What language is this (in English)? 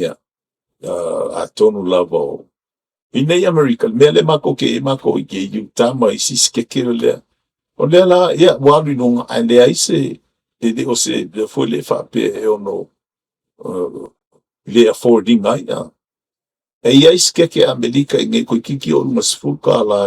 Samoan